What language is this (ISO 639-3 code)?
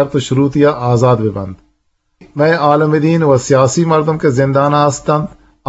bgp